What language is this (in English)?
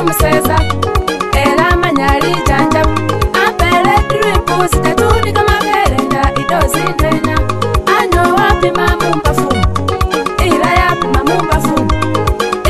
Swahili